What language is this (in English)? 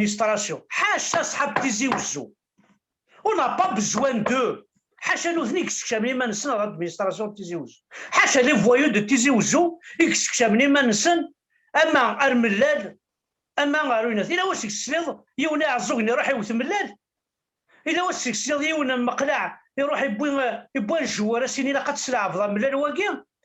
Kabyle